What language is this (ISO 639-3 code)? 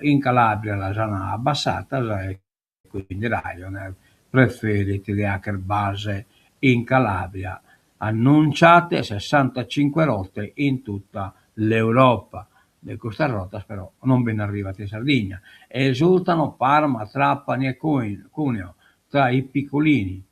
srd